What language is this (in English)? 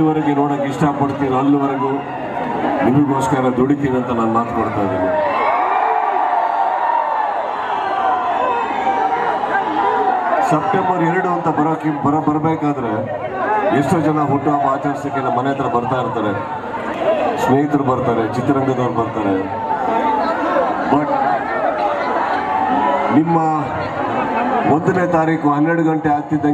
Kannada